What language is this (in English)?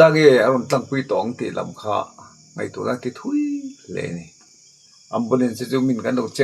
Mizo